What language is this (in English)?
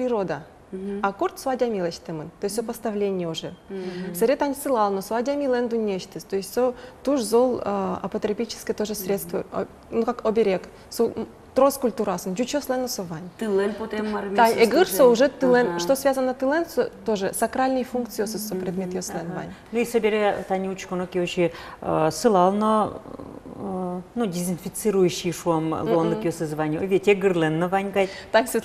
Udmurt